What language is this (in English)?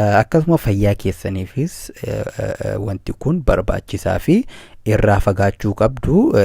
Oromo